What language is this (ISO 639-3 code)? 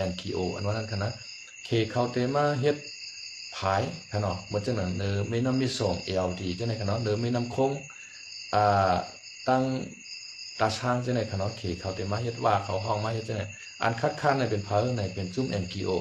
shn